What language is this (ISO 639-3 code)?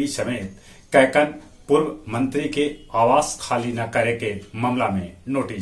mag